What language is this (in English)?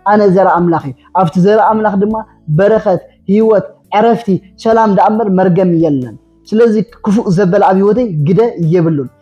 Tigrinya